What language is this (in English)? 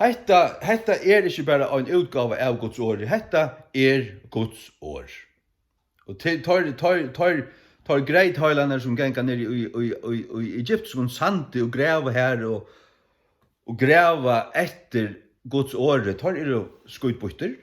Faroese